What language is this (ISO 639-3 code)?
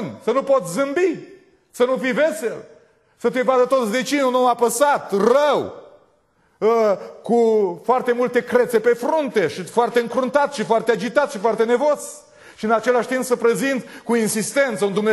ron